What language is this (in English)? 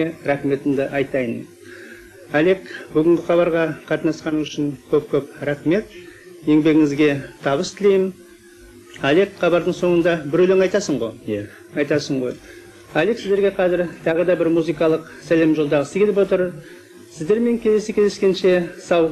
Kazakh